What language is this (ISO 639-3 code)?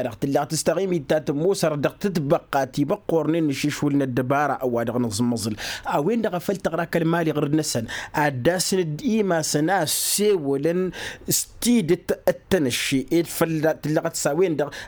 taq